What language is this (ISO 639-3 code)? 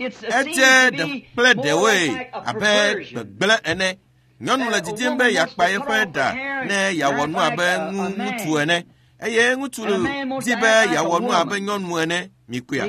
ewe